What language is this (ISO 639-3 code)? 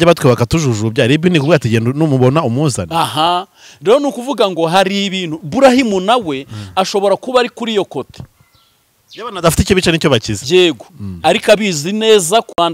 kin